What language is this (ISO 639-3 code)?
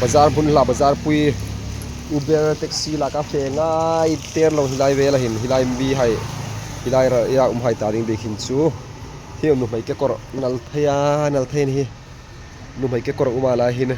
hmr